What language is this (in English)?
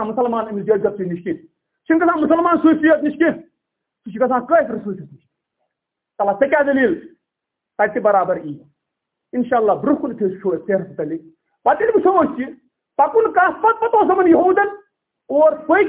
Kashmiri